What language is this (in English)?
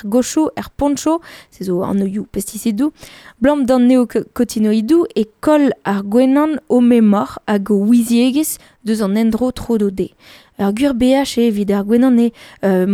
Breton